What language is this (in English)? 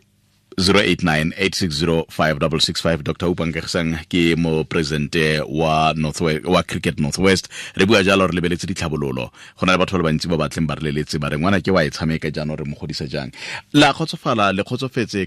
Tswana